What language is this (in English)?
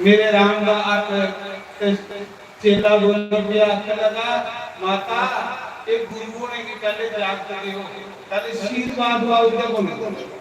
Dogri